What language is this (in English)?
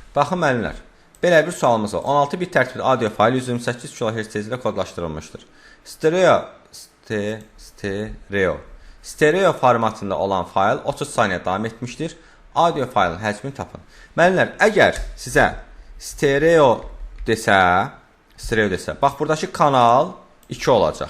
Azerbaijani